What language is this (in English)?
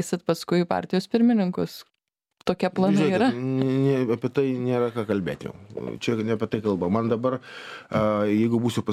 Lithuanian